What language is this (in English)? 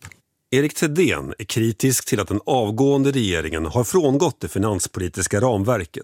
Swedish